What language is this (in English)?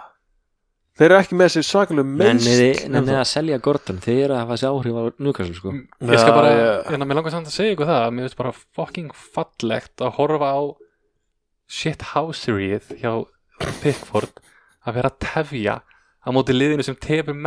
Icelandic